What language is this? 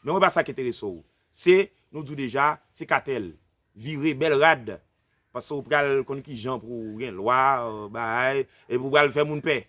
Haitian Creole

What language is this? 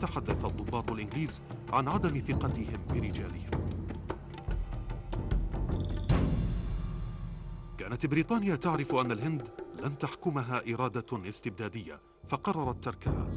Arabic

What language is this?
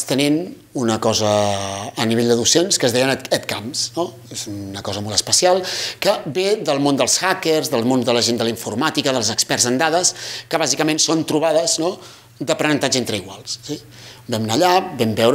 Catalan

